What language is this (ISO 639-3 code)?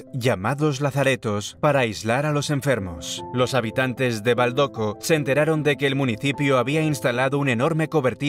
spa